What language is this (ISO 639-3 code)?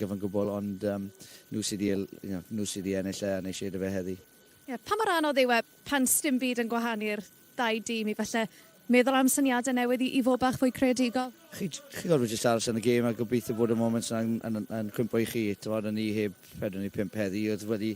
cym